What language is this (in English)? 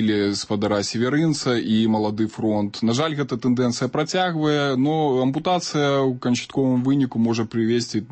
Belarusian